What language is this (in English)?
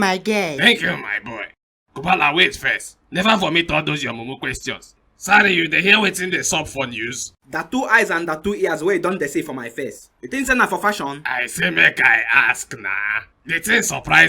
Nigerian Pidgin